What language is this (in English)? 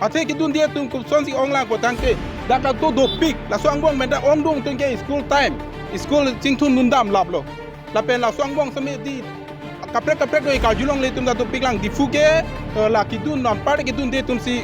Karbi